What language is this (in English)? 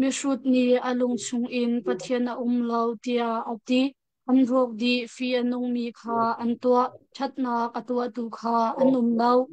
Hakha Chin